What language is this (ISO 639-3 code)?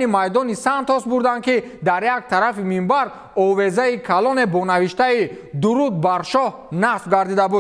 tgk